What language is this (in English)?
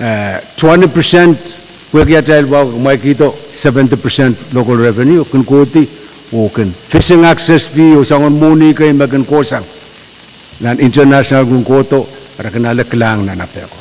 Pohnpeian